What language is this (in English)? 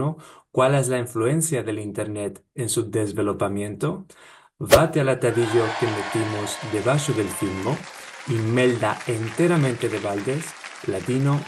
Ladino